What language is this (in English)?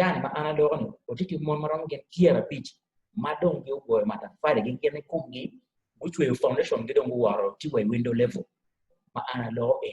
Acoli